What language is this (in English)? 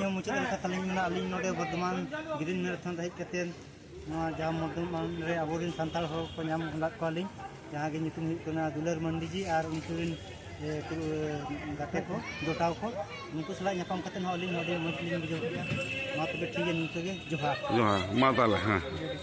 Santali